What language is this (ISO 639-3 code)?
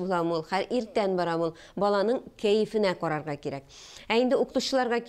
tat